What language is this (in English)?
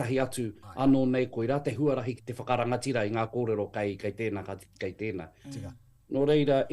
Māori